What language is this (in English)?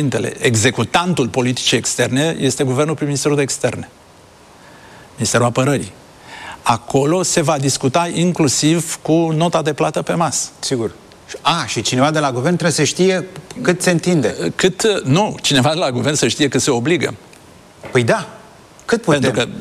Romanian